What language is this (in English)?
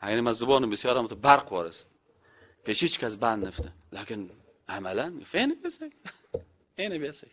Persian